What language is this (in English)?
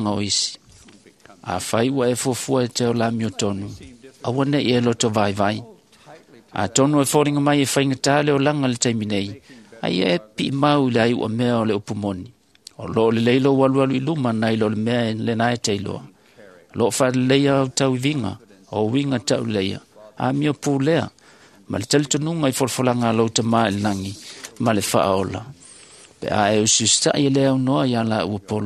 Samoan